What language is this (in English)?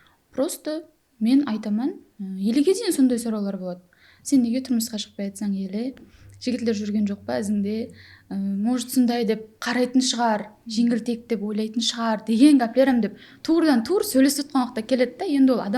Kara-Kalpak